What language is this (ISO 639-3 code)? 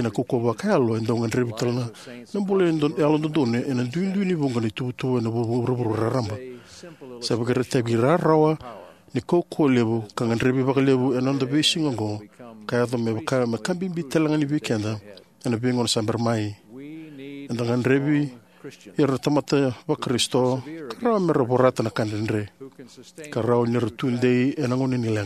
fij